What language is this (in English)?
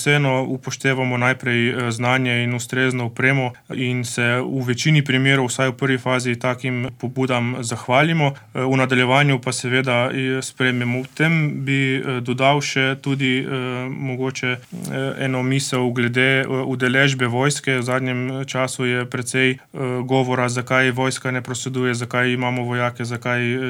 Slovenian